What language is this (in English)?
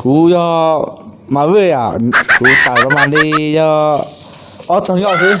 Hmong